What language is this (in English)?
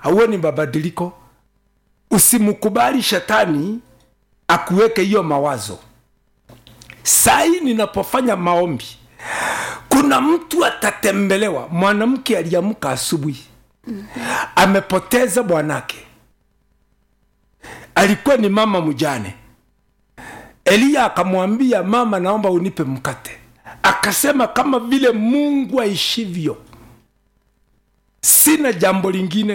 Swahili